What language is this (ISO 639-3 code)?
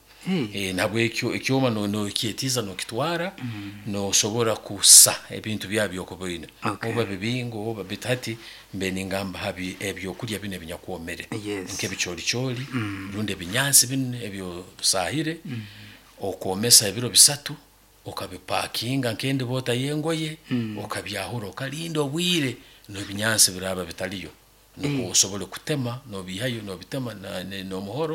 nyn